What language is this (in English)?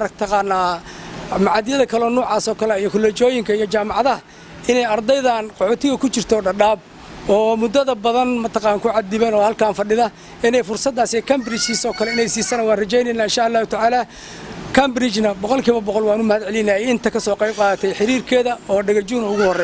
Somali